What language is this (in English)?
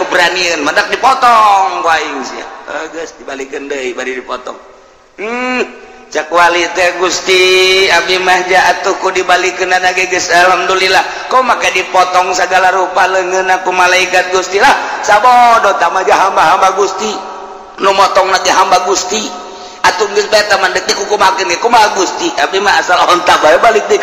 Sundanese